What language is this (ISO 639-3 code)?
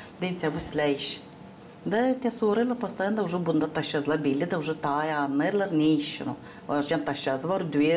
gag